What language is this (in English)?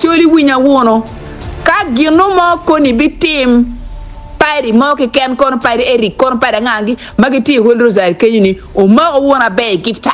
Acoli